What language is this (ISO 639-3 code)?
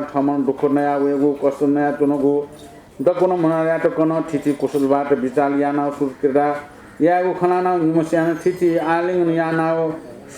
new